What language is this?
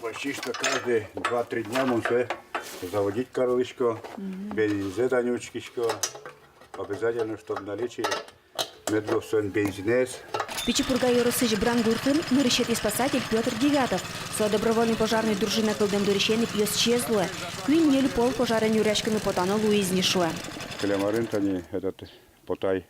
Udmurt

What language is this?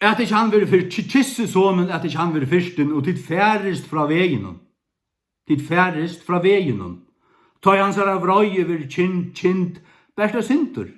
Faroese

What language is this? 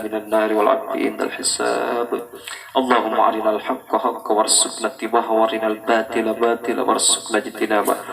Buginese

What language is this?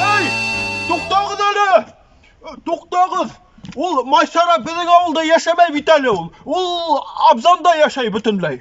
Bashkir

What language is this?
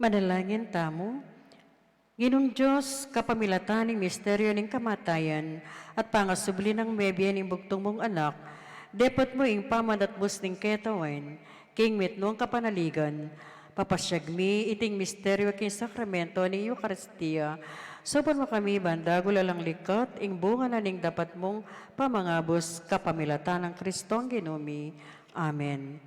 Pampanga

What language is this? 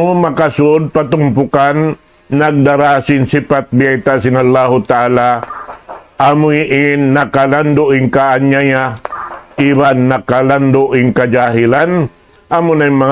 Tausug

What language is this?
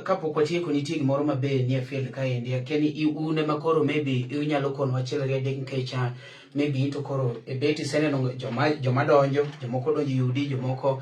Luo (Kenya and Tanzania)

